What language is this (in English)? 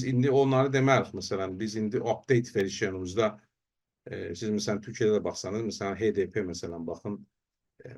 South Azerbaijani